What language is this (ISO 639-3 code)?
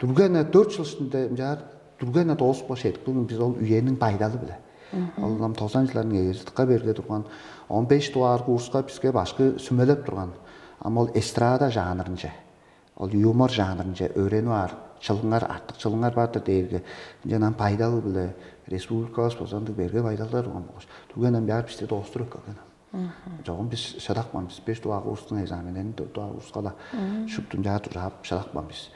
tyv